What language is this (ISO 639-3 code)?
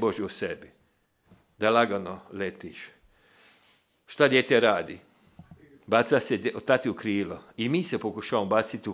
hrv